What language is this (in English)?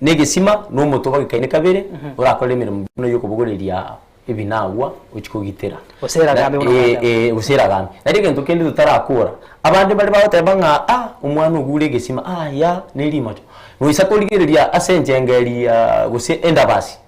Gusii